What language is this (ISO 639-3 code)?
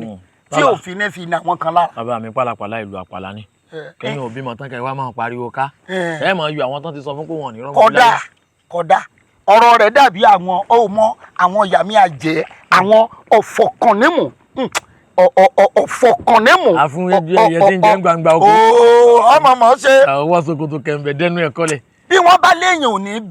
yor